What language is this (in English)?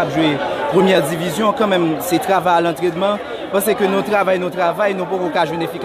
Haitian Creole